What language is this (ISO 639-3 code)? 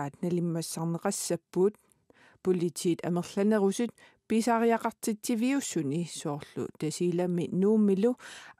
kal